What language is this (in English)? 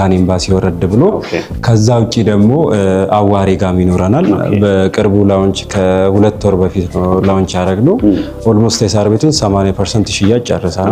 Amharic